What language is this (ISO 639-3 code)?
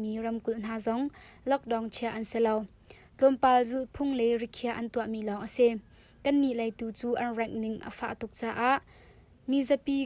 cnh